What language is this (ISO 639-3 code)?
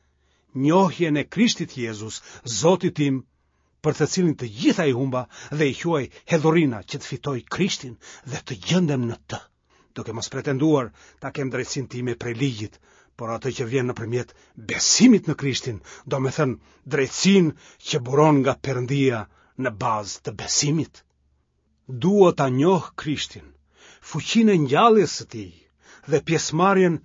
sqi